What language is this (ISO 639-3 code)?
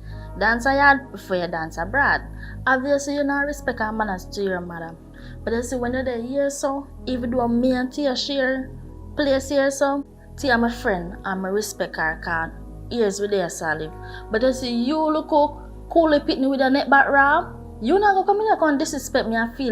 jam